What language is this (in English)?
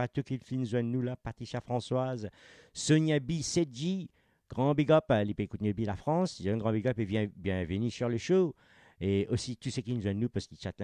Morisyen